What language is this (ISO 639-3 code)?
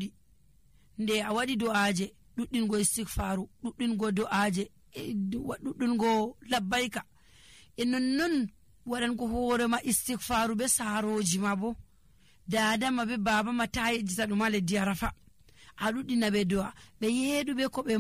fuv